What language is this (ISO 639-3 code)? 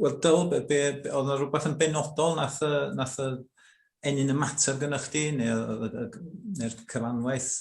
cym